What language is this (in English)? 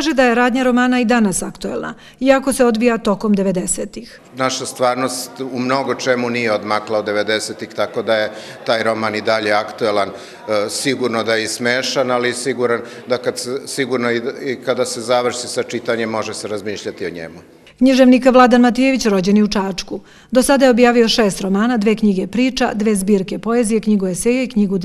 Serbian